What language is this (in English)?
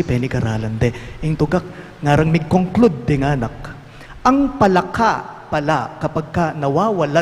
Pampanga